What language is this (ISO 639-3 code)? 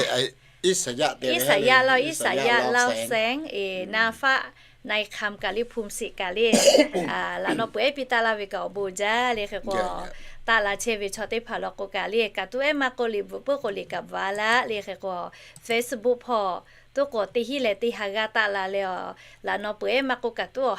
lhu